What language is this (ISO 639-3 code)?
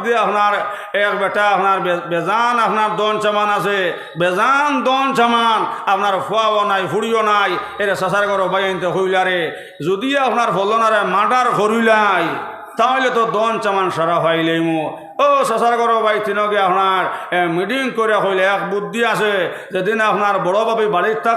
syl